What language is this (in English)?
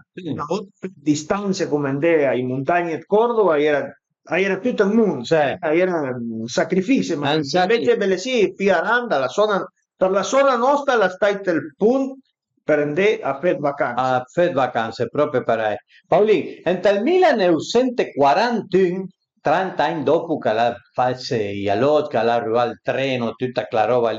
Piedmontese